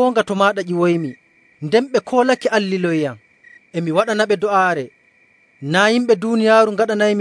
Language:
Nigerian Fulfulde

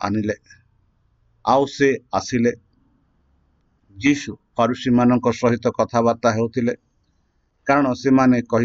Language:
Odia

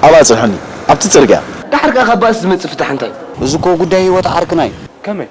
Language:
Tigrinya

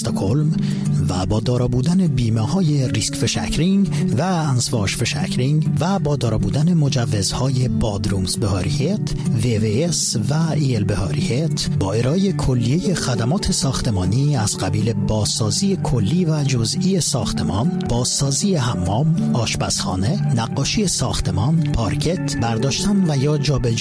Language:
Persian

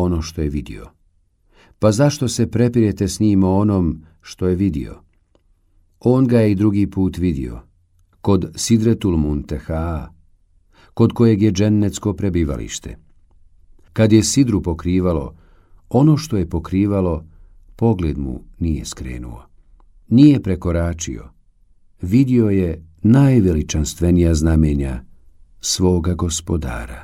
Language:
Bosnian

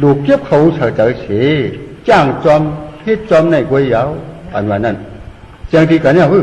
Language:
Shan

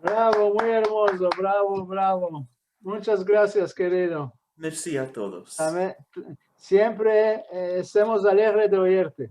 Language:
Ladino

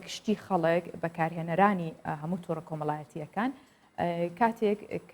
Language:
Central Kurdish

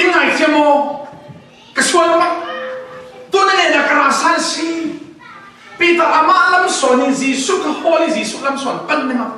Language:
Falam Chin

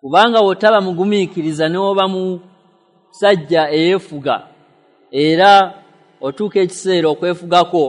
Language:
Ganda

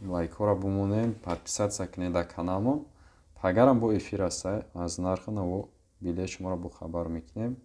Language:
Tajik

